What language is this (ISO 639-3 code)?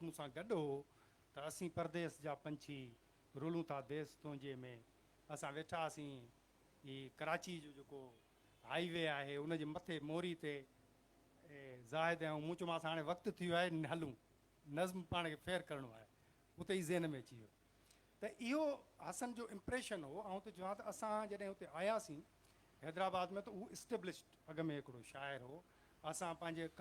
snd